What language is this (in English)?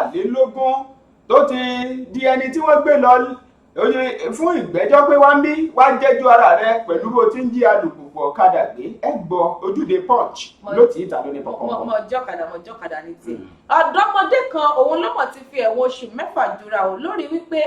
Yoruba